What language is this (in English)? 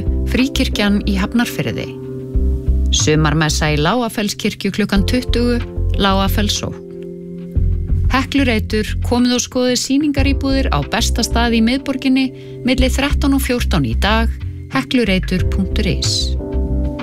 Icelandic